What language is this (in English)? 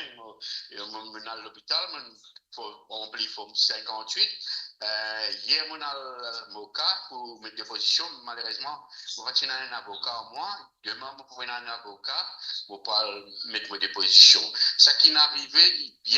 Morisyen